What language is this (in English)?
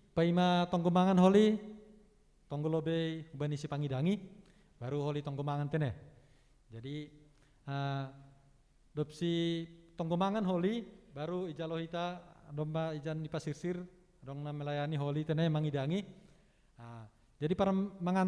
Batak Simalungun